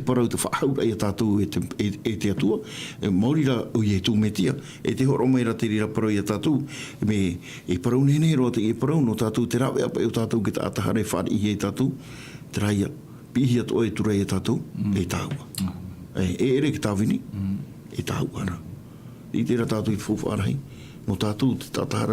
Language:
Tahitian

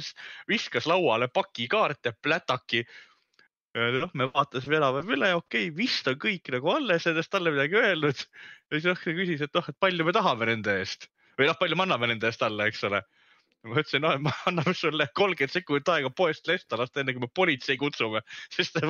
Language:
Estonian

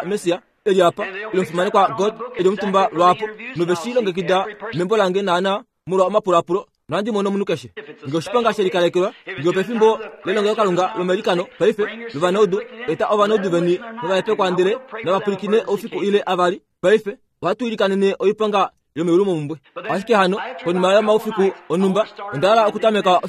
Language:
Kuanyama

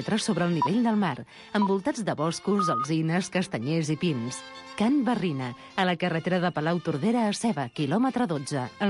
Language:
Catalan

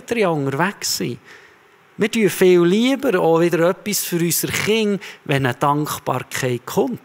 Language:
Swiss German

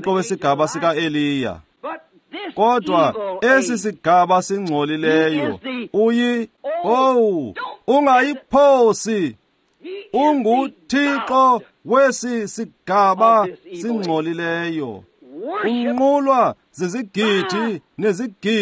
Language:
Xhosa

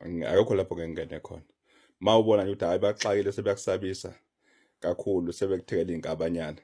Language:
Zulu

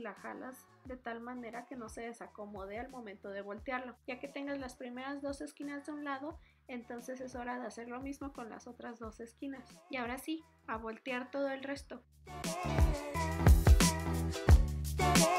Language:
Spanish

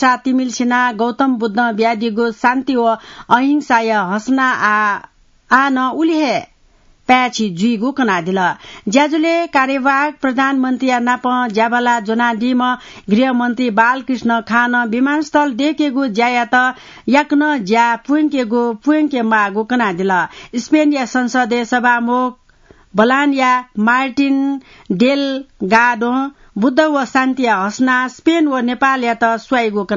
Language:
Newari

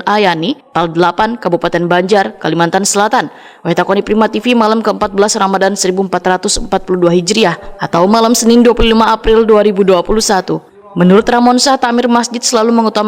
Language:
Banjar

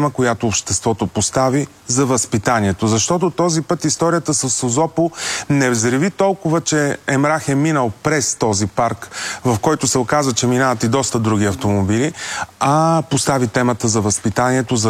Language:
Bulgarian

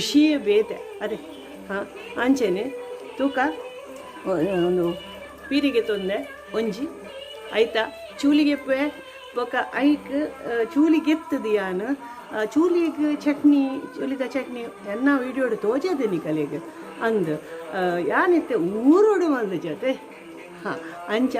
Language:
Tulu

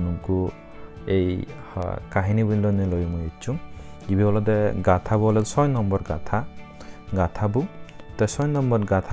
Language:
Chakma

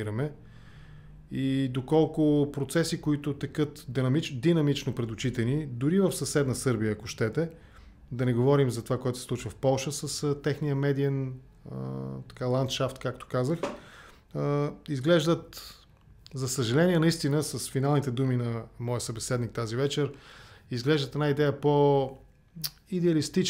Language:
Bulgarian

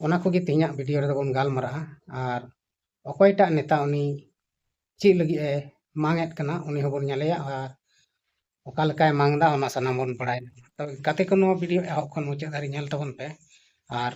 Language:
Santali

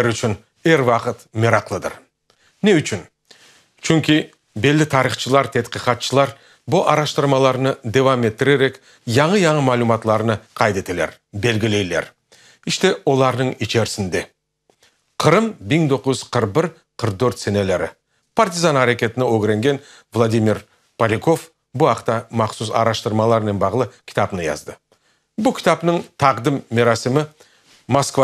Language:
Crimean Tatar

